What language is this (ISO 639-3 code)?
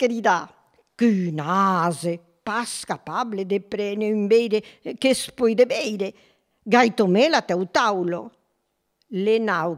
oci